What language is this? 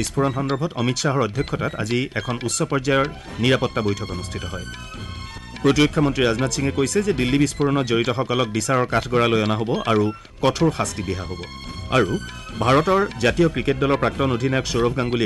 Assamese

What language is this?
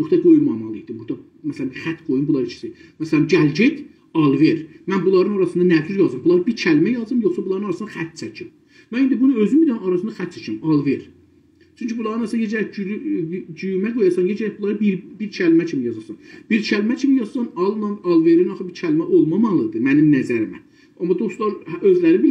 South Azerbaijani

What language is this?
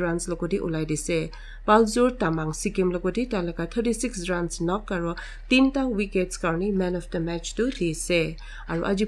Naga Pidgin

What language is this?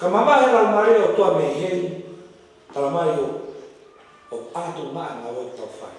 Tongan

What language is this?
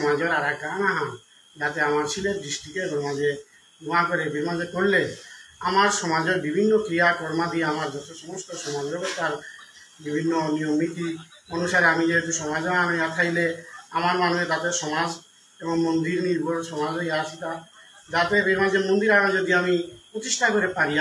Bishnupriya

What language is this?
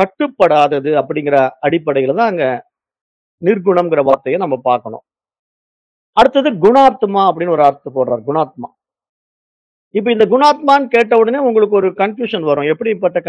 Tamil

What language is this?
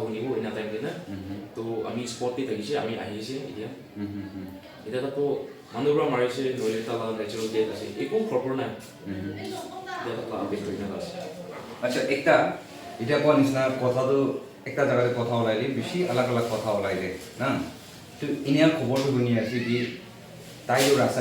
Naga Pidgin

